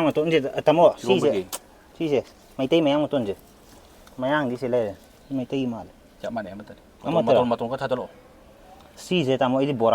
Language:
Manipuri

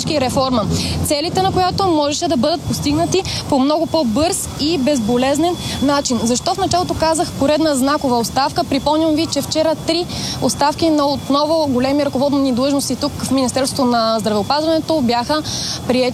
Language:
Bulgarian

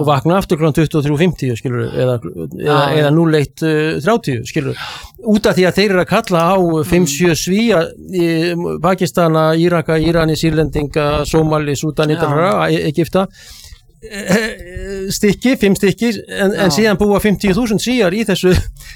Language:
Icelandic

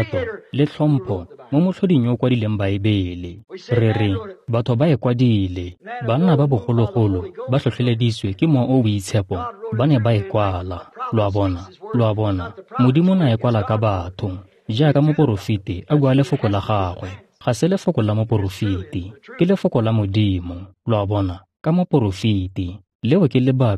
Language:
Tswana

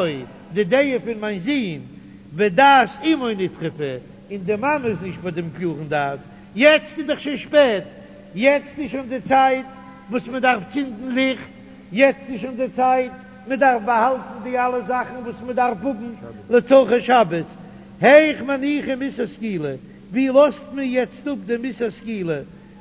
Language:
Yiddish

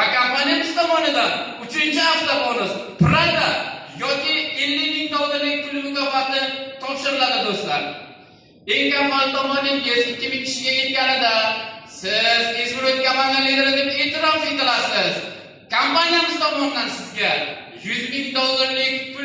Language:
Uzbek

